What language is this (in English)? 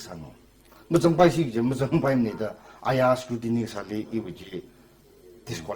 Tangkhul Naga (India)